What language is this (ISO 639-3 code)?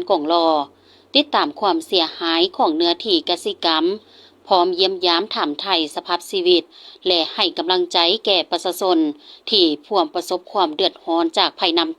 lao